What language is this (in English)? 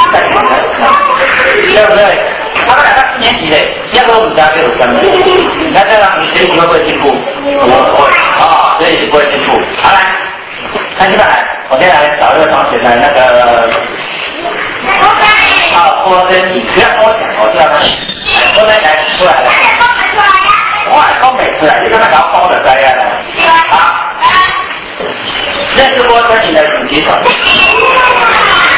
Chinese